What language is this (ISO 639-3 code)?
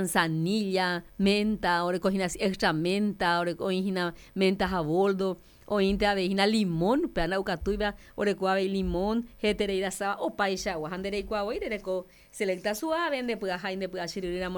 grn